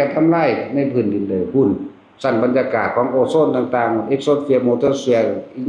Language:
Northeastern Thai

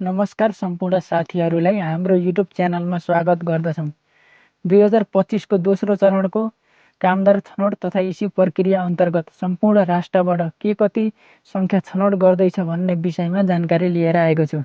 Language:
Nepali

